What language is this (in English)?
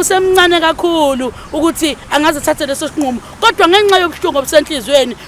Zulu